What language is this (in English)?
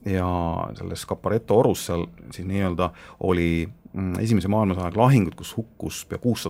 Estonian